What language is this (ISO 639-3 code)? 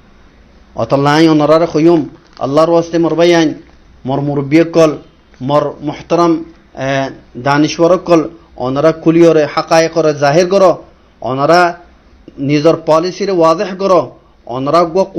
rhg